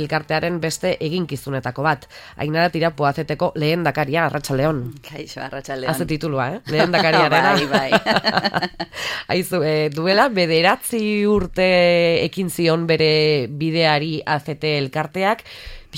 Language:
Basque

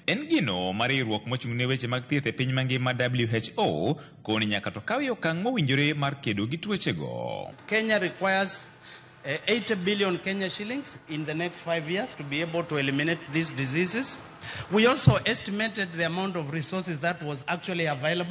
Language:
Luo (Kenya and Tanzania)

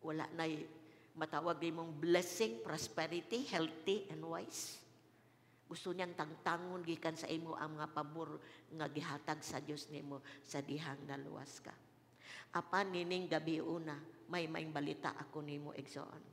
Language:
Cebuano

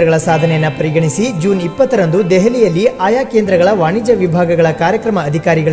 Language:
Kannada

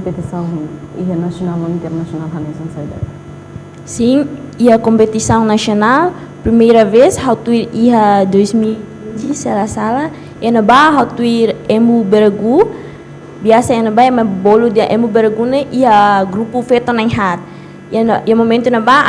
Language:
Tetum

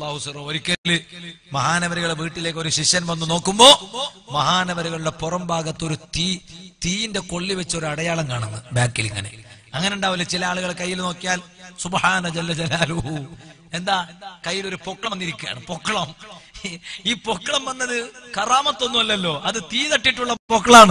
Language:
Malayalam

